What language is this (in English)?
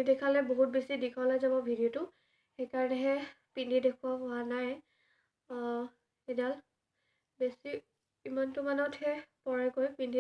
Assamese